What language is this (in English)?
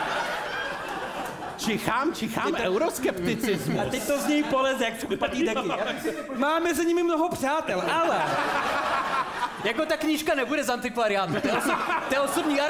Czech